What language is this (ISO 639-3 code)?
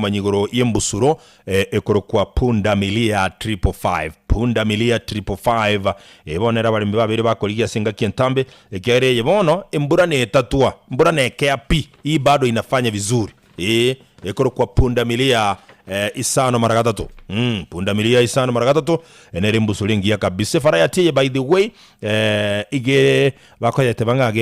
guz